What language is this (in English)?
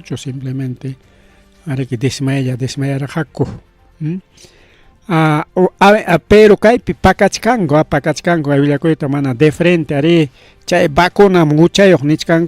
Ayacucho Quechua